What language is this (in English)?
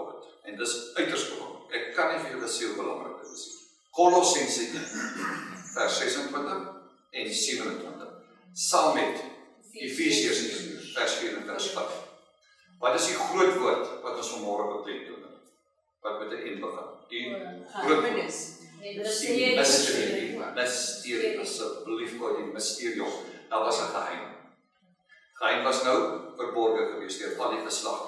Afrikaans